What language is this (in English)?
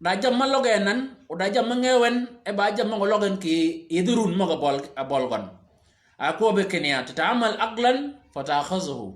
Shilluk